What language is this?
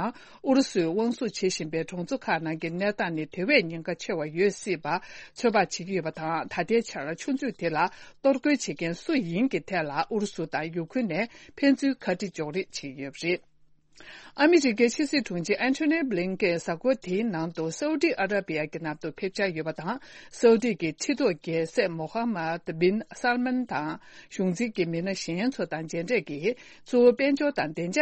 Tibetan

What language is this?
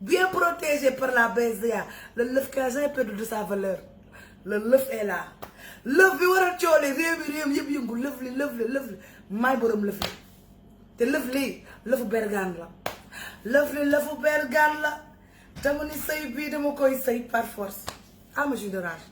Wolof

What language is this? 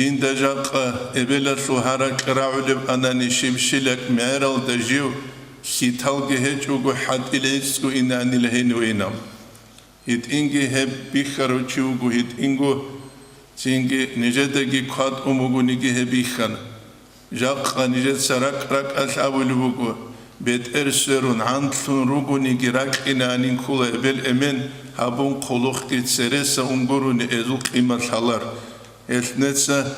Avaric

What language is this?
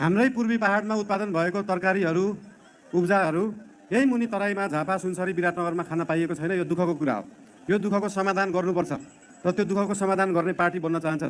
Nepali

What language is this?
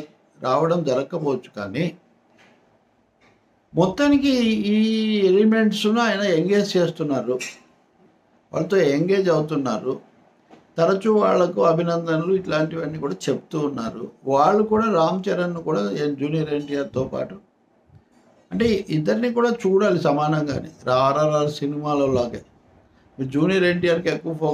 Telugu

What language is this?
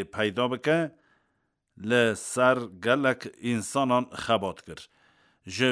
Kurdish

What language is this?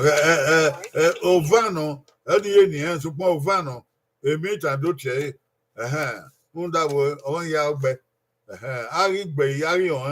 Bini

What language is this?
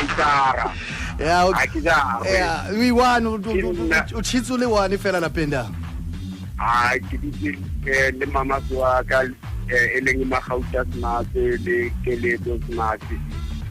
Southern Sotho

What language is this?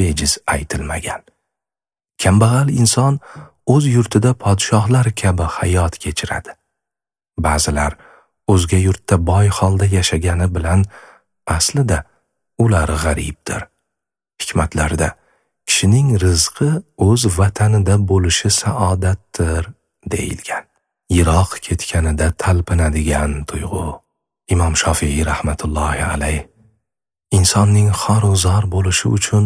Uzbek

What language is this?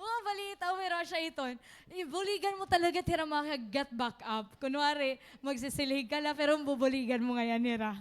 Waray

